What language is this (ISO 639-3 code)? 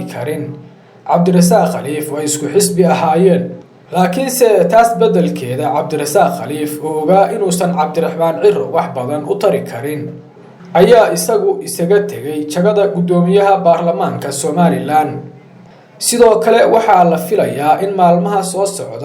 som